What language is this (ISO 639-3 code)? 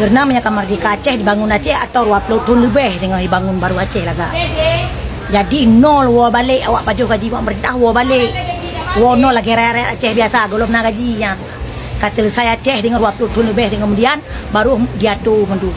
ace